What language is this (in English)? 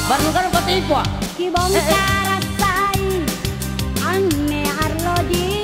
Makasar